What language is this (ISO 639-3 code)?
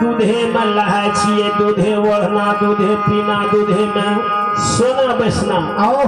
mai